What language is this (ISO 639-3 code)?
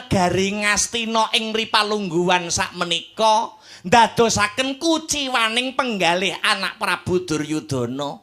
jav